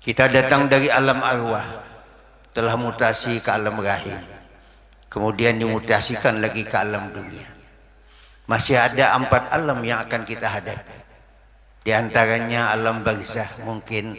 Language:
Banjar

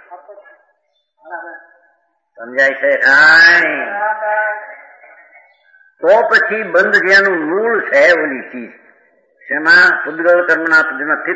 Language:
Gujarati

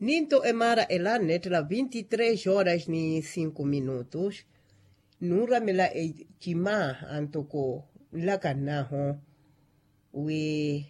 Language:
Makhuwa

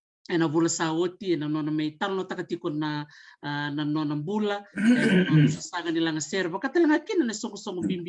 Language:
Fijian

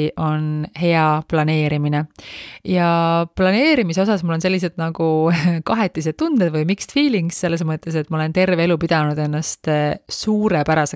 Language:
Estonian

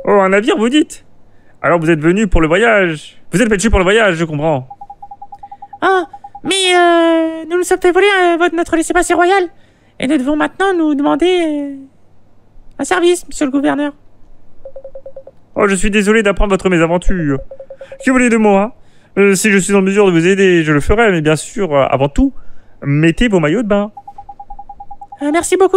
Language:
French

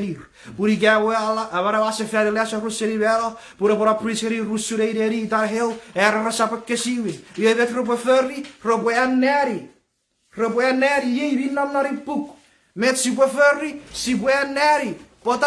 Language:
Chuukese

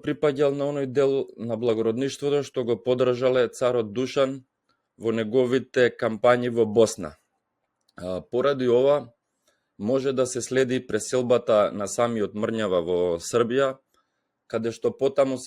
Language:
Macedonian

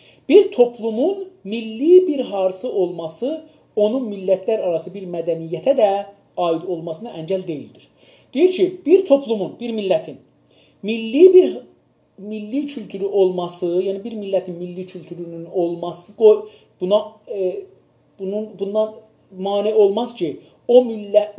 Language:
South Azerbaijani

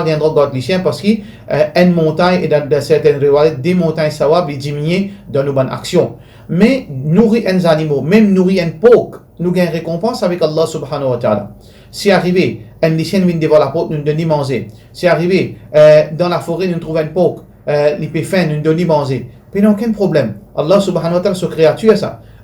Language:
Morisyen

